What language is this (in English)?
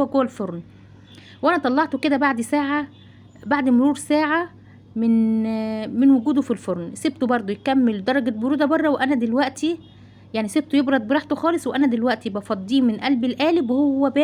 Egyptian Arabic